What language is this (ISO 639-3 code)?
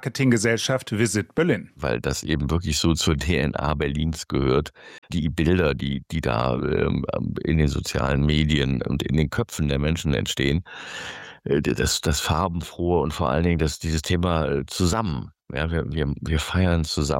deu